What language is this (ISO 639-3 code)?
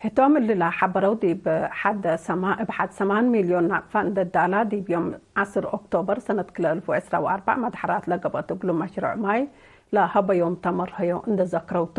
tig